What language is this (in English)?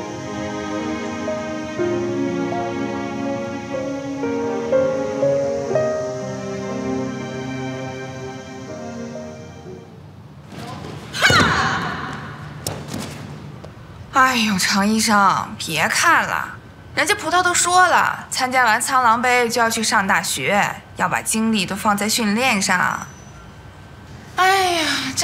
Chinese